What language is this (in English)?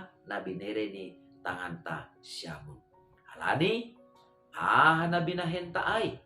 Batak Simalungun